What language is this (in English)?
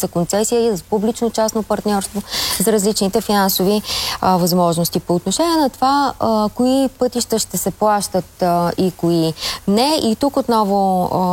Bulgarian